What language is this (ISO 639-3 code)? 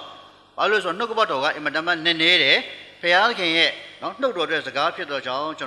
mya